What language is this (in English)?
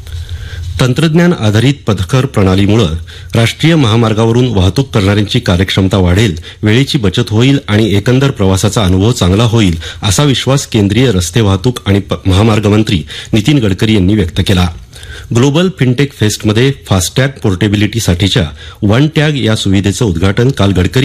Marathi